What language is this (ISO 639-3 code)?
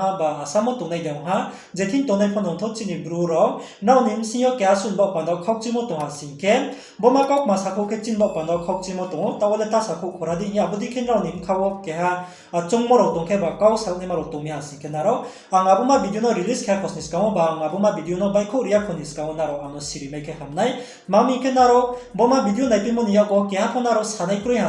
ria